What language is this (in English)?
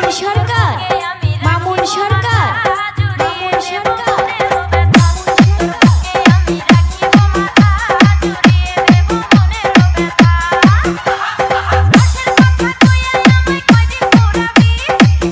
Bangla